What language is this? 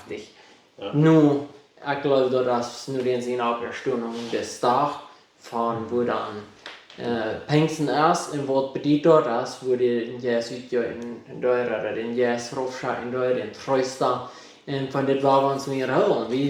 Plautdietsch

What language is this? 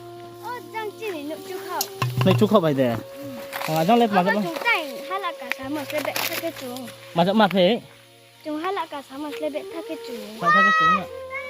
Riang (India)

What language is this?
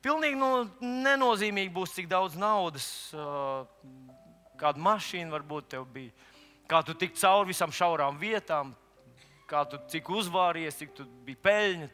Latvian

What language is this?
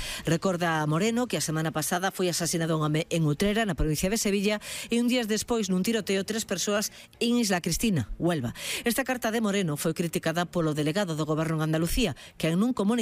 Galician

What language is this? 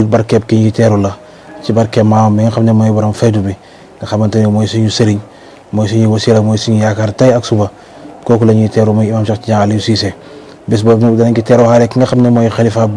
Wolof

